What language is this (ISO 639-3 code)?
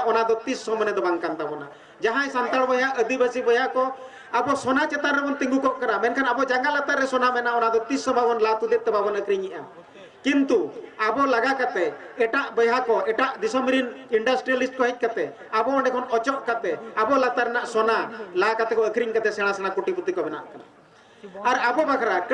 sat